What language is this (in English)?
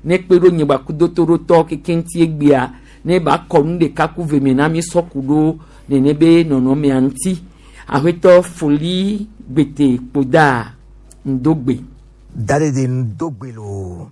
Gen